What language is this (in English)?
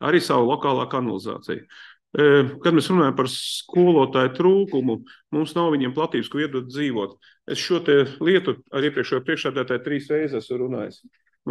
Latvian